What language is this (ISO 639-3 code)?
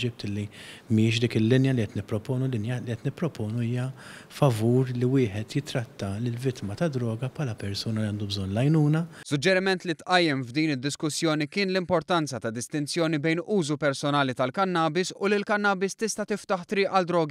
mlt